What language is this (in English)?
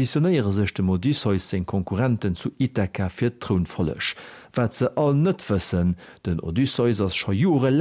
Luxembourgish